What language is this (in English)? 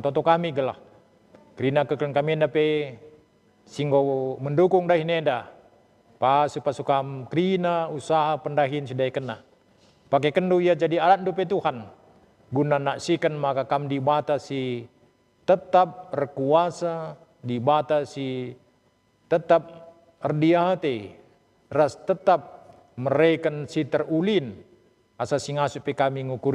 Batak Karo